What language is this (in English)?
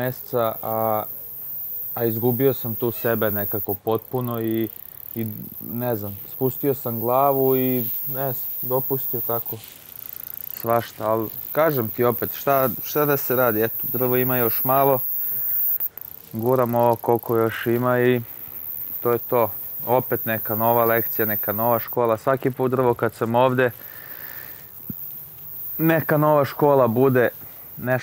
Serbian